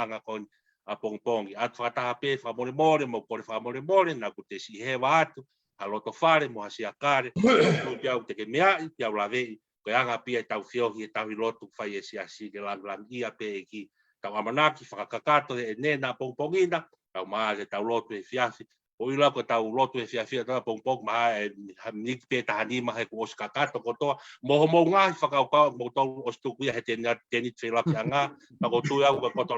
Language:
Tongan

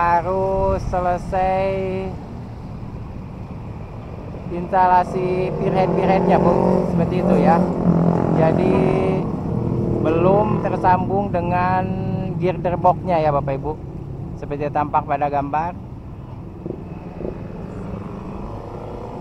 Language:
Indonesian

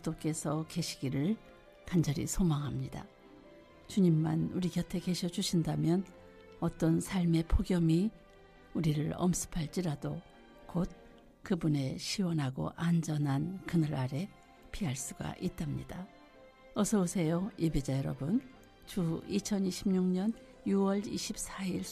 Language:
Korean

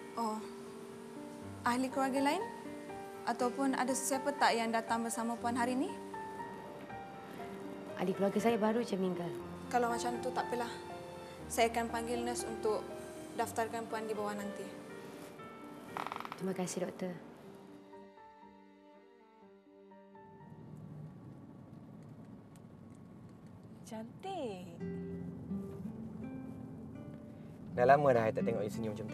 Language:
Malay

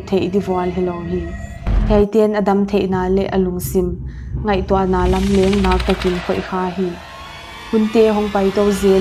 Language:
Paite Chin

